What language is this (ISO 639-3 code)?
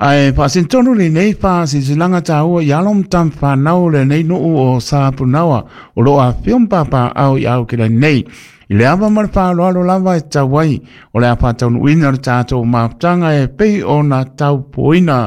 smo